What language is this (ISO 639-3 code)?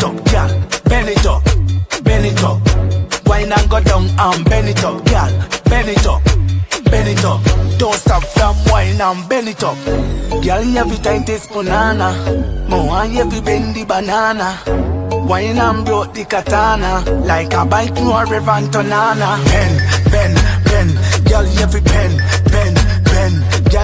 jam